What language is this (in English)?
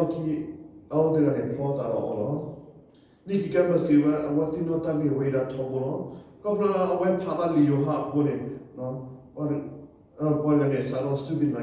S'gaw Karen